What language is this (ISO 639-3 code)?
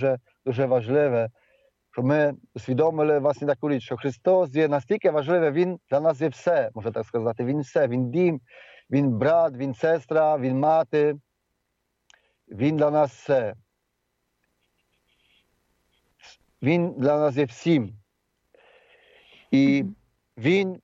ukr